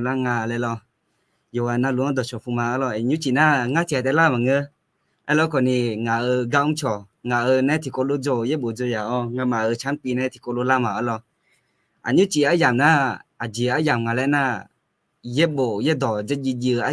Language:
Akha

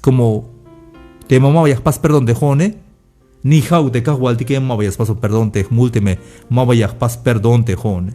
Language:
Tzeltal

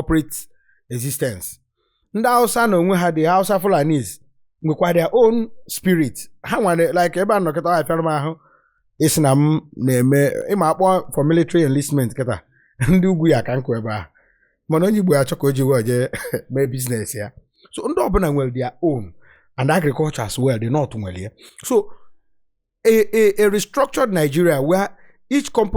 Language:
Igbo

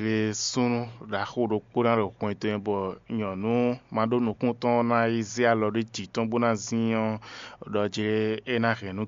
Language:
Fon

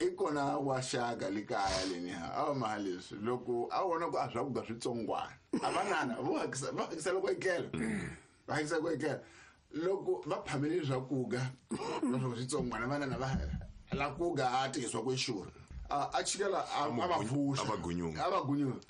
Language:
Tsonga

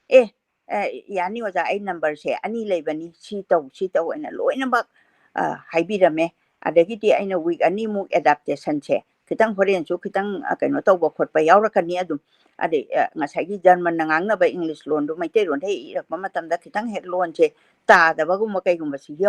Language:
Manipuri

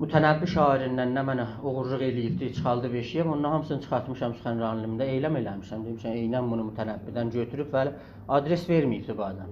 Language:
South Azerbaijani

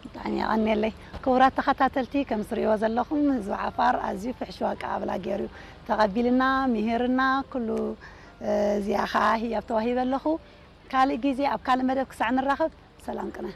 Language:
Tigrinya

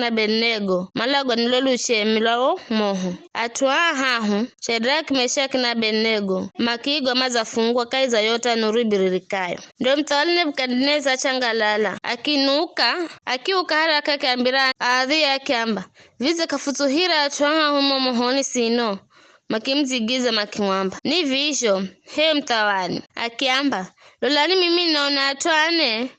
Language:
Giryama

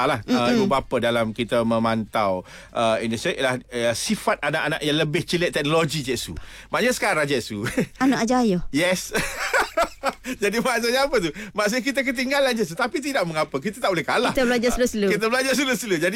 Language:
Malay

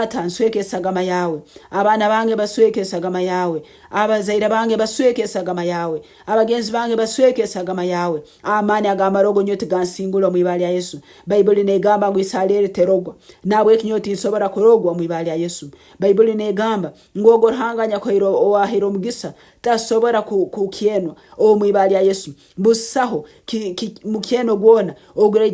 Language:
Nyankole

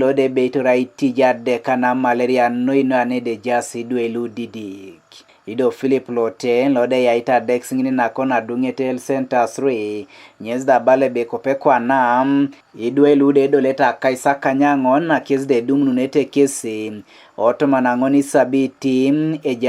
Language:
Teso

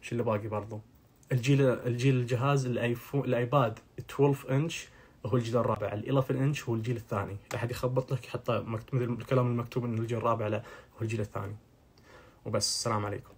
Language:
Najdi Arabic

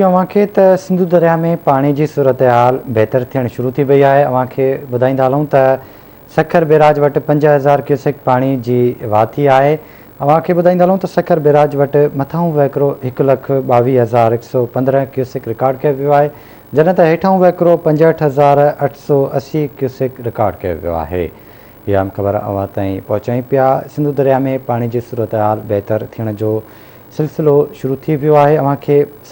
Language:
Sindhi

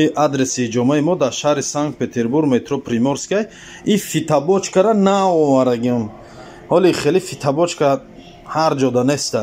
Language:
Tajik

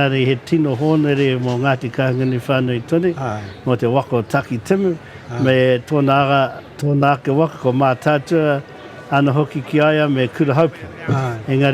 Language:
Māori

